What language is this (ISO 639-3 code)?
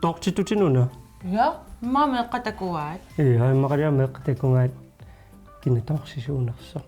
kal